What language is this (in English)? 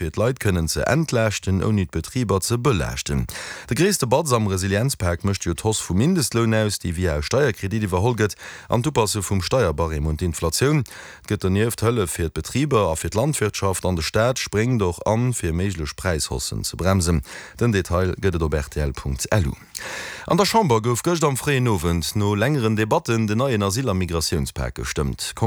Luxembourgish